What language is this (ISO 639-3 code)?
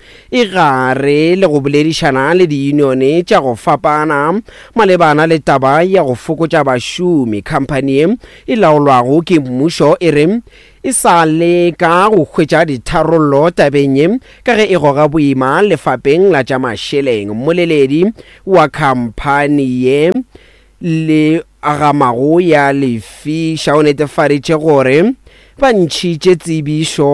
nso